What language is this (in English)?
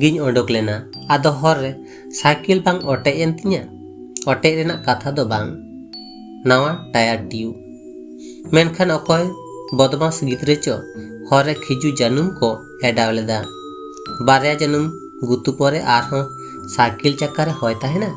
Santali